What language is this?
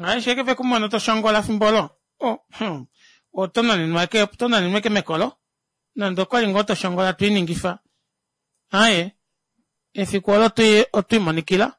Kuanyama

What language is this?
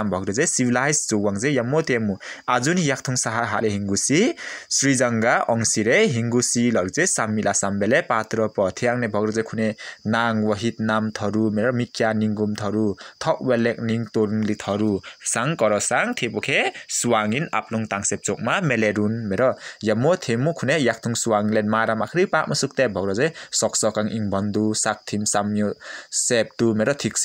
Limbu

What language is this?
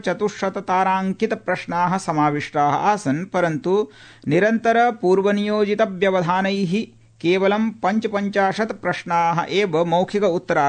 Sanskrit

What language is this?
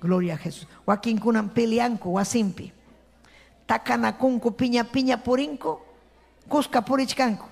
Ayacucho Quechua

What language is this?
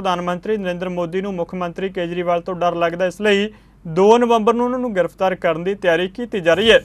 Punjabi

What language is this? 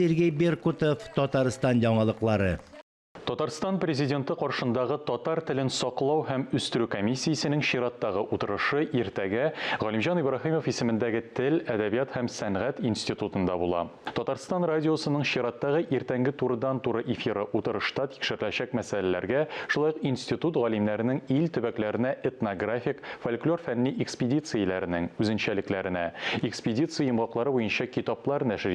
Tatar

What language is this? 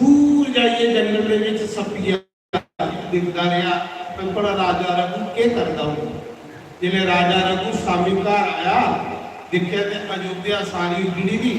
Dogri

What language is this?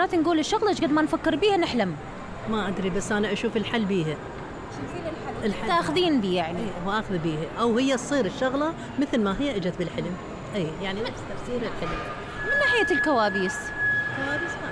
Mesopotamian Arabic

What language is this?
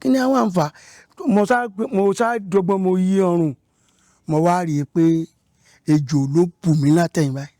Yoruba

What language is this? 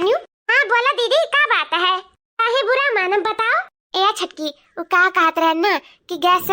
Awadhi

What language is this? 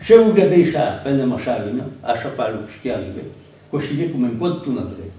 Occitan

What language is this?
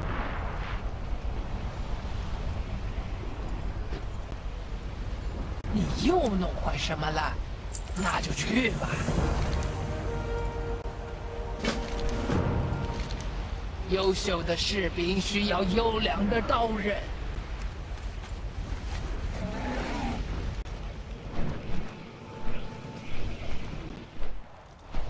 Chinese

